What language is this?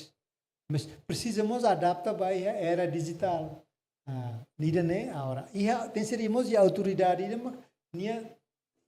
Tetum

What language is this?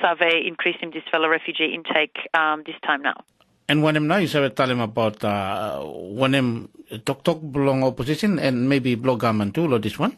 Tok Pisin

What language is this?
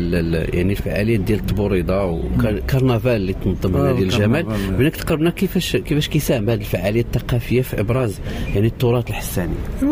Moroccan Arabic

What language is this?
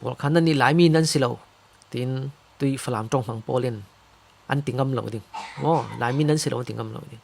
Falam Chin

